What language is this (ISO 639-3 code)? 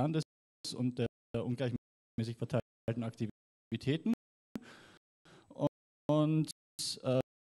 deu